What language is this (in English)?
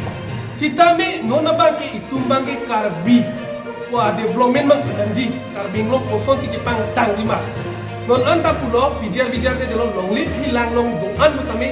Karbi